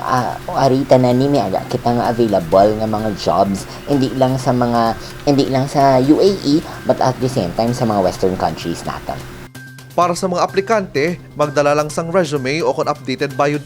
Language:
Hiligaynon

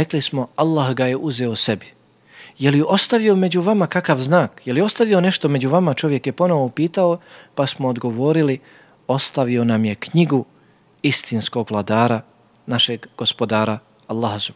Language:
Bosnian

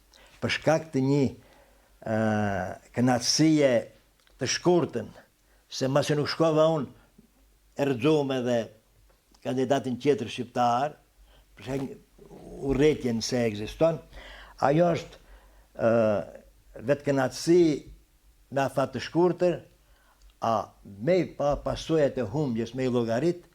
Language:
Albanian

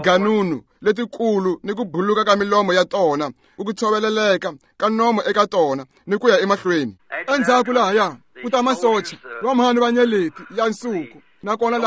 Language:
Tsonga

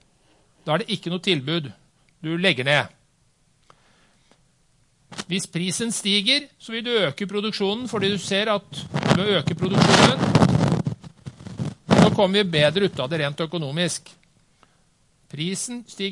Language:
Norwegian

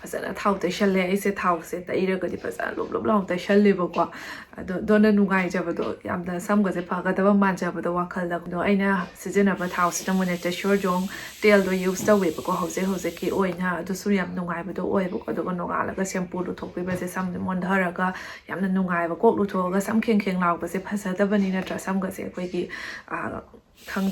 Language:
Manipuri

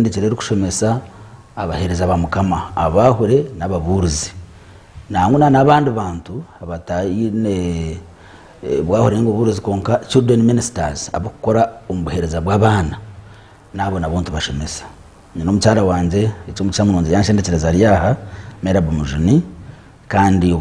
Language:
Nyankole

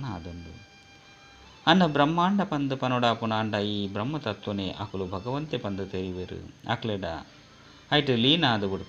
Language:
Tulu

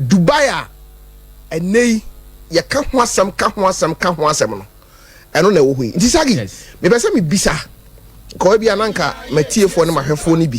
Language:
Akan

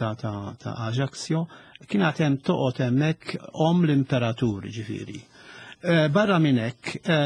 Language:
Maltese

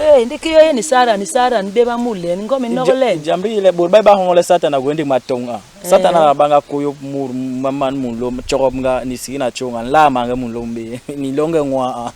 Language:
Basaa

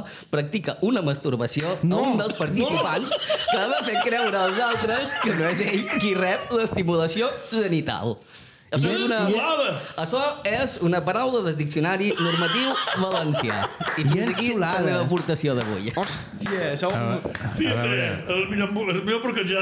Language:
Catalan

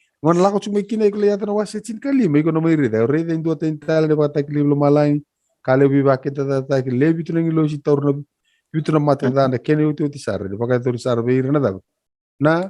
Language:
Fijian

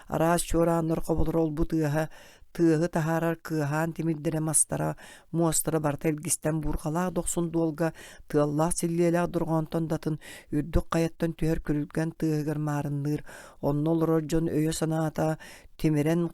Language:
Yakut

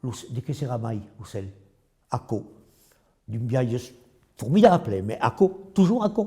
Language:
Occitan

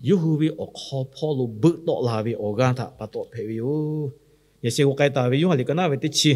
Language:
Lahu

